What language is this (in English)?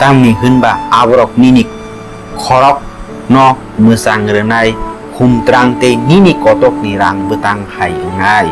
Kok Borok